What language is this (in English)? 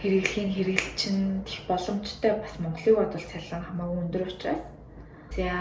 Mongolian